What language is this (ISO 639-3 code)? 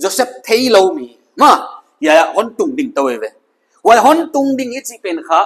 pck